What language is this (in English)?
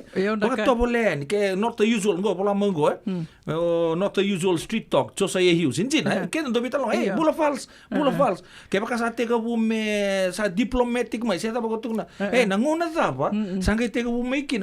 Fijian